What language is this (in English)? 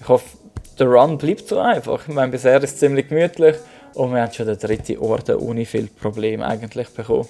Swiss German